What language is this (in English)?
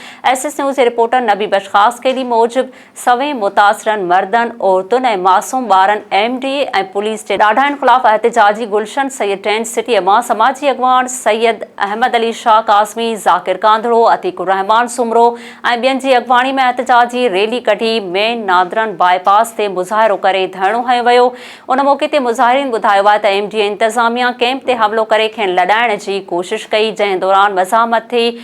Sindhi